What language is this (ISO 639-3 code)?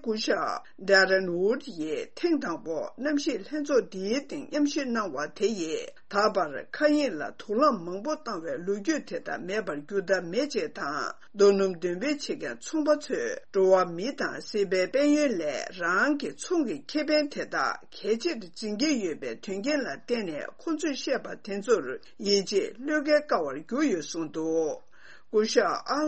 bod